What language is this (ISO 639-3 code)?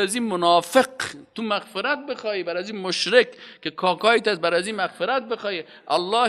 fas